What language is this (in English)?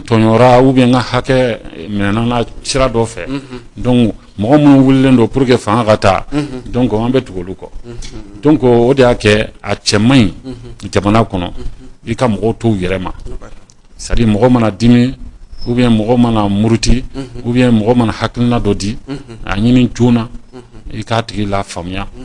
Bambara